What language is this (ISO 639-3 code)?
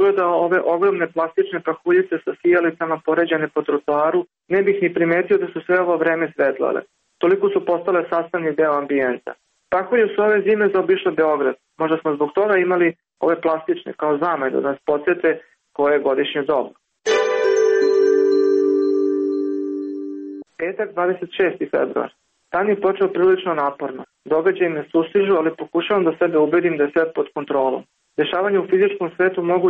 srp